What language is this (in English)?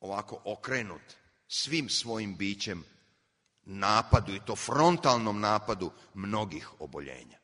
Serbian